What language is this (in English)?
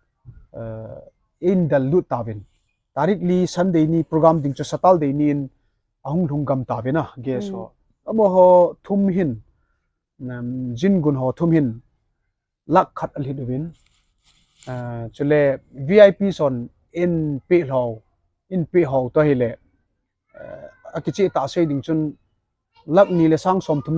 Thado Chin